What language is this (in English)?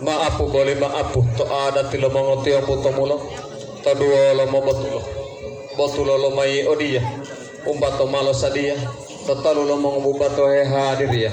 Gorontalo